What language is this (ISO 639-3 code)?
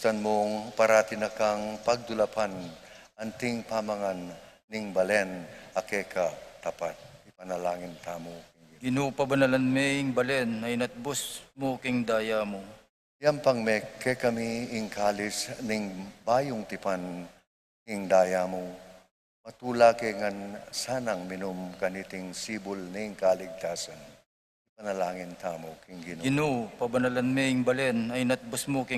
pam